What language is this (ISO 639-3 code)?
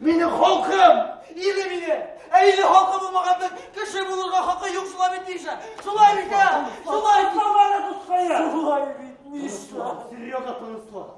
bak